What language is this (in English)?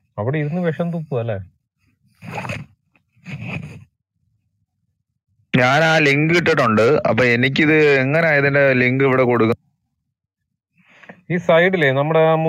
Malayalam